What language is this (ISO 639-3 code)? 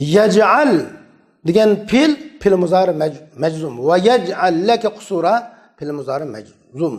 uig